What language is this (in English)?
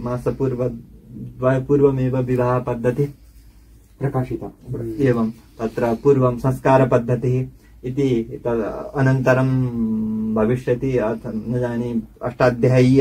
Sanskrit